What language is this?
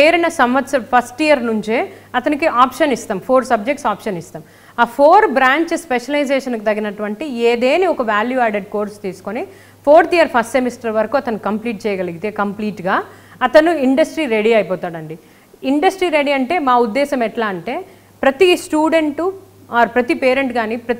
Telugu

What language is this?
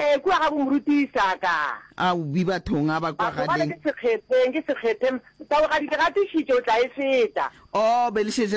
Northern Sotho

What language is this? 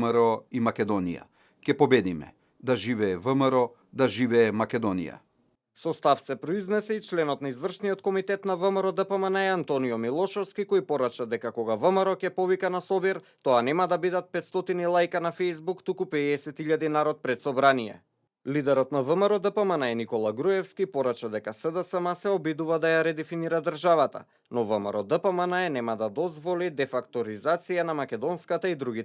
Macedonian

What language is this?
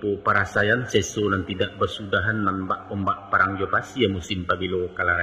Minangkabau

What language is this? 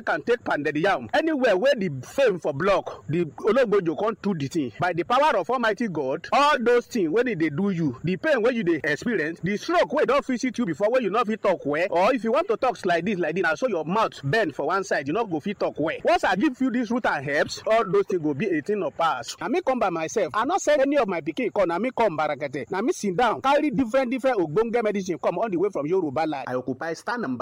Nigerian Pidgin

